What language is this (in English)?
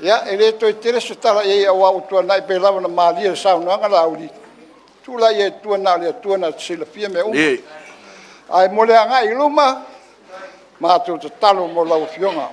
Samoan